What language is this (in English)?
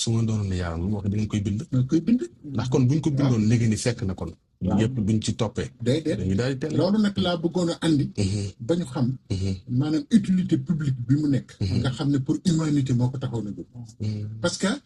Wolof